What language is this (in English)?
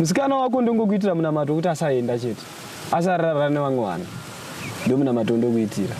Shona